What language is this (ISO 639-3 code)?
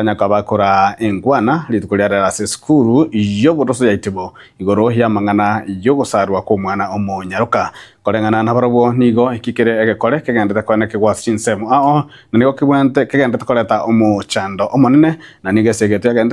guz